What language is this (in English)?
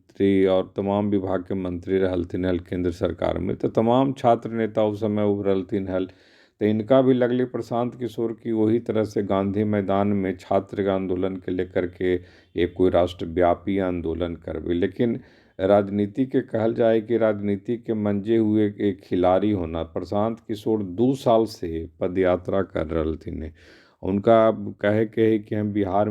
Magahi